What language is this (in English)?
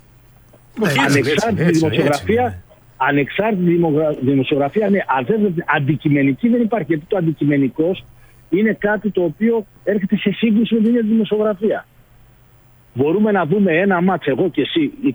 Greek